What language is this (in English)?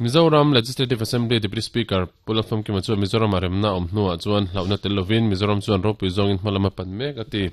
Mizo